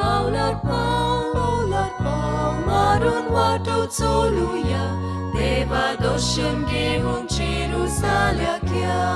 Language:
Konkani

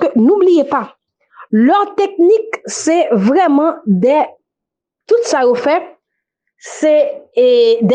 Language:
Haitian Creole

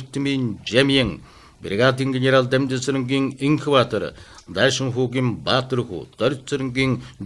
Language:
Mongolian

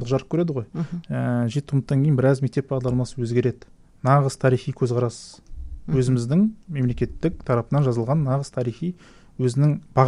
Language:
Kazakh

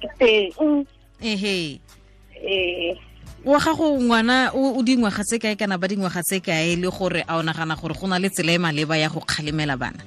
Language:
Tswana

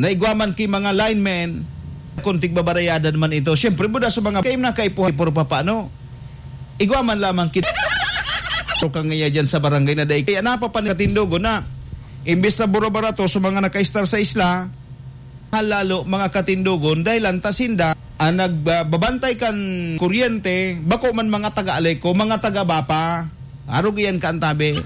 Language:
Bikol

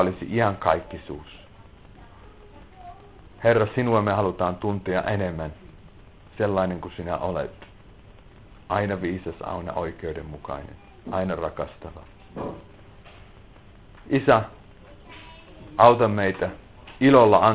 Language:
Finnish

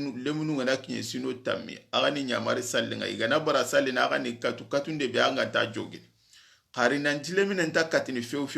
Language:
Soninke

